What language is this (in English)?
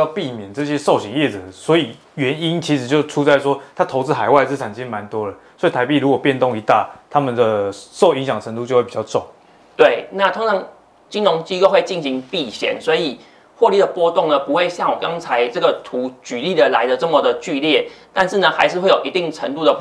Chinese